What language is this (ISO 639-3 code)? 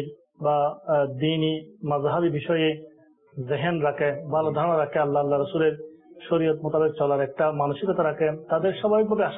ben